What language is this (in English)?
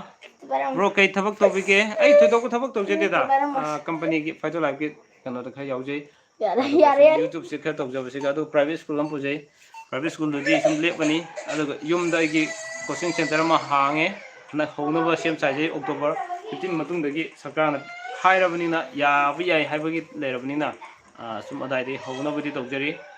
Manipuri